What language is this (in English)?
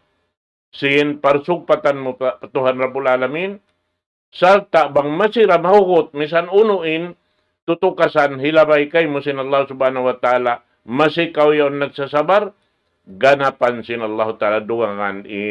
Tausug